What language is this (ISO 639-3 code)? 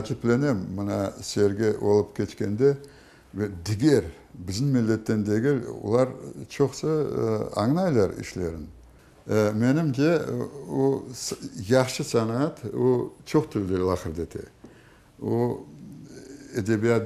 crh